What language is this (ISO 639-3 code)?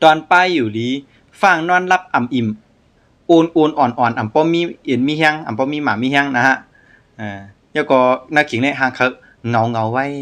shn